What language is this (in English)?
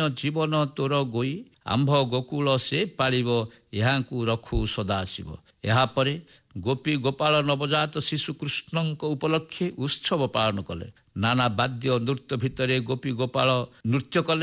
Odia